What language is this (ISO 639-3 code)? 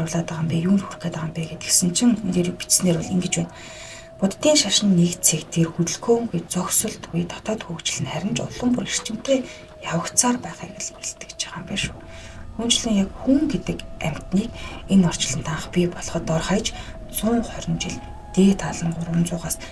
mon